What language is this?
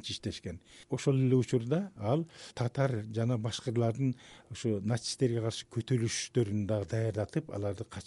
Kyrgyz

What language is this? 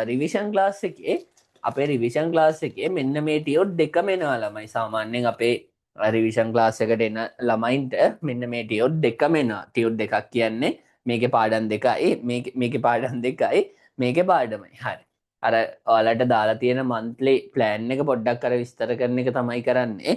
Sinhala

